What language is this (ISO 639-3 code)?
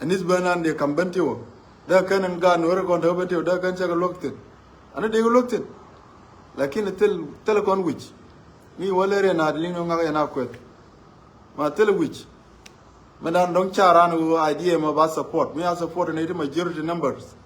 nus